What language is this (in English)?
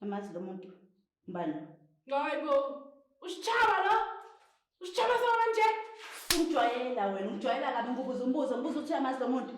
Zulu